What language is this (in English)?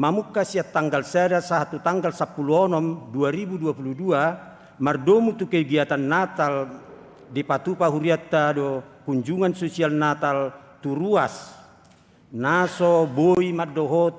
Batak Toba